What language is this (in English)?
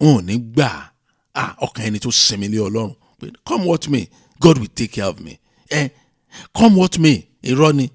Yoruba